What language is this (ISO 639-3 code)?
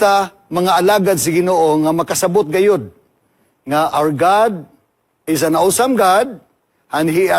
ceb